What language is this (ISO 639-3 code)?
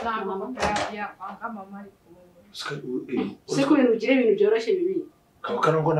kin